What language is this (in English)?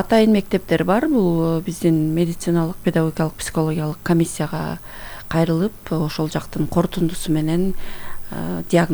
Kyrgyz